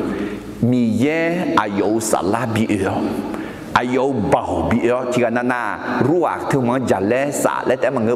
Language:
Akha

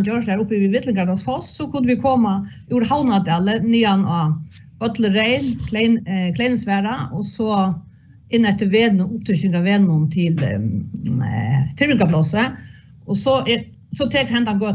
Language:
Faroese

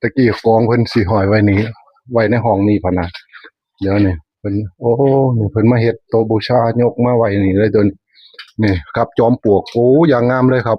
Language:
Northeastern Thai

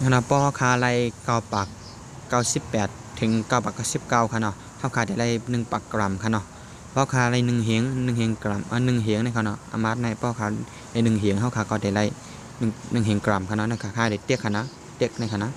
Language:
Shan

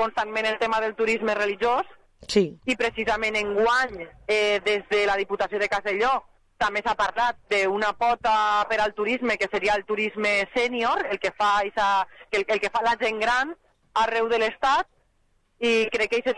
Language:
Catalan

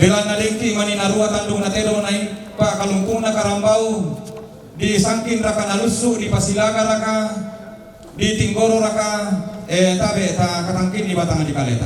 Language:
Toraja-Sa'dan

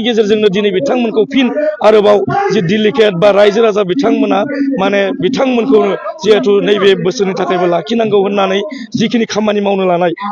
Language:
Bodo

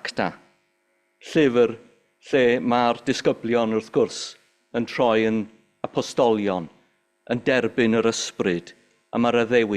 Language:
Welsh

